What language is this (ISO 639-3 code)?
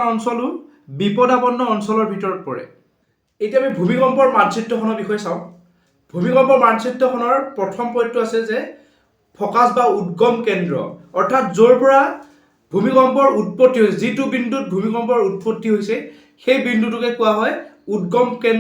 asm